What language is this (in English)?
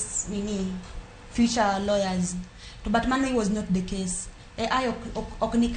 Luo (Kenya and Tanzania)